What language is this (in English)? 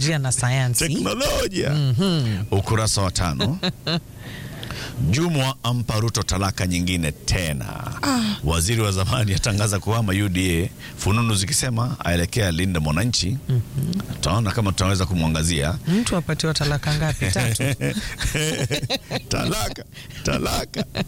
Swahili